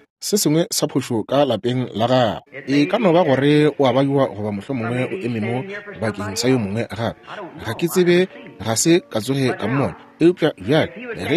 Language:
Northern Sotho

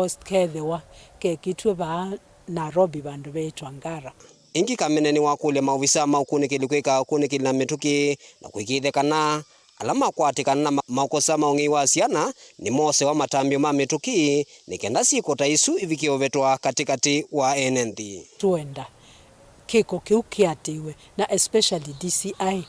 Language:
Kamba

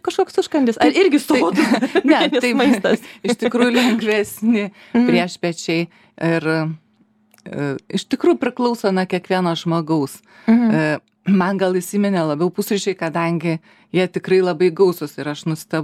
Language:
Lithuanian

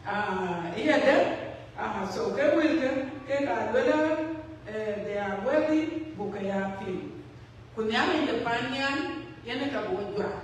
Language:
Dinka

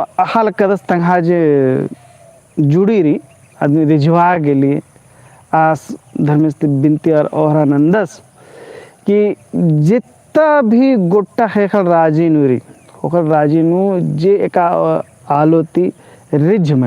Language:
Kurukh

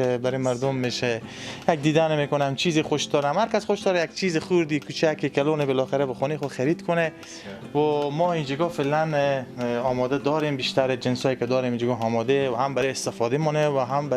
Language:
Persian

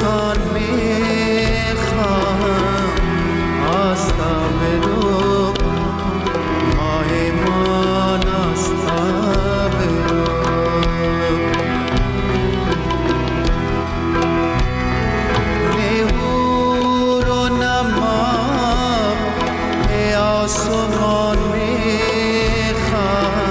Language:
Persian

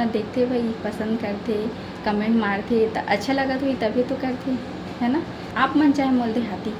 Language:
Chhattisgarhi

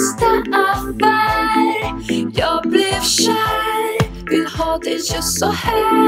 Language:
Swedish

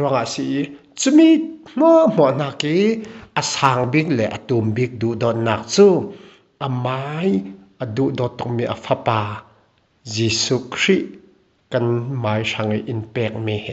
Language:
Falam Chin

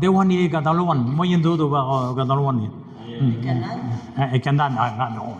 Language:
Breton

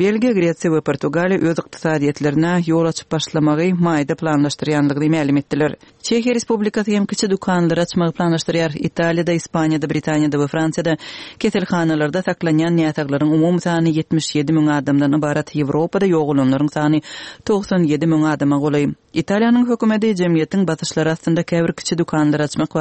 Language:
Turkmen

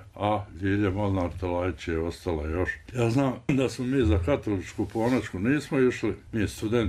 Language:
Bosnian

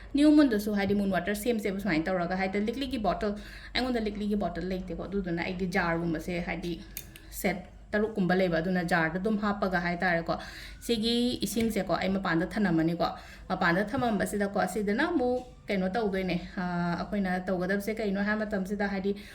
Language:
Manipuri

